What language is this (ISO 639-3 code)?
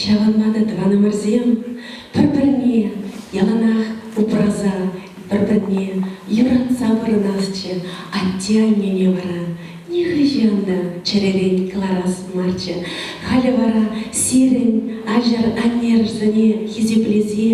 chv